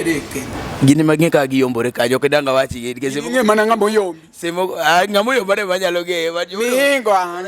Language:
Luo (Kenya and Tanzania)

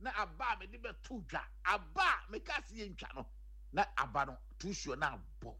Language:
Akan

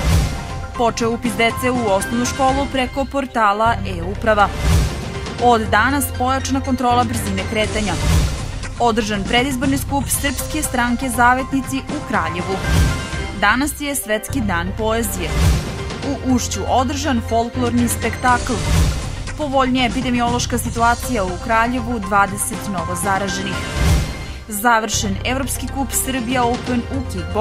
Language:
Serbian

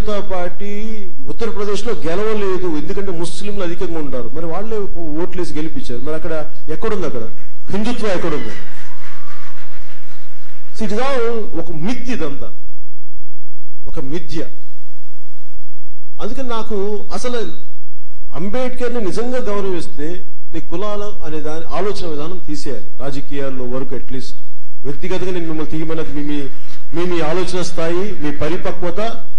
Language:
Telugu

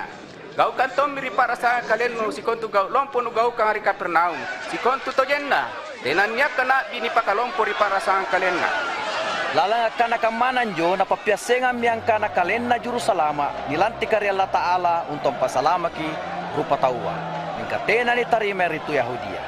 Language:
Makasar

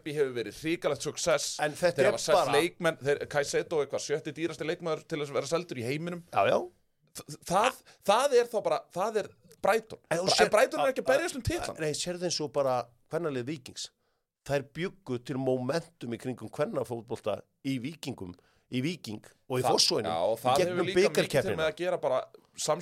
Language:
Icelandic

